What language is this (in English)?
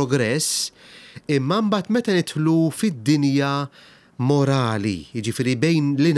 Maltese